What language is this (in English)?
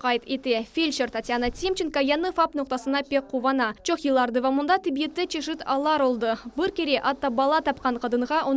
Crimean Tatar